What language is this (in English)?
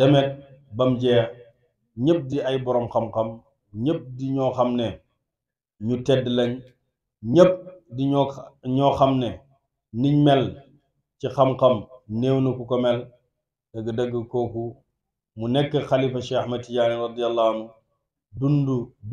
Wolof